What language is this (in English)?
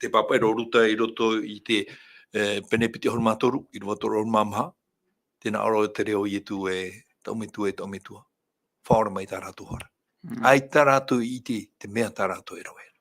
Tahitian